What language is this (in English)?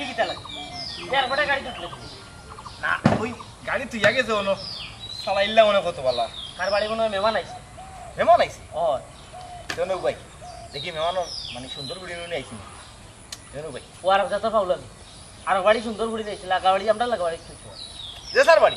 Sylheti